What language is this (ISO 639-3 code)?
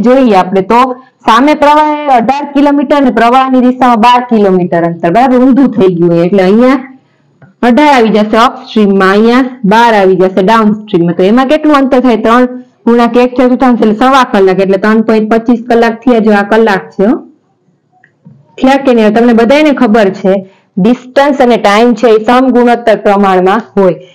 guj